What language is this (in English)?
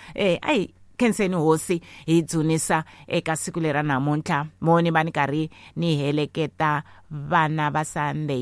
Tsonga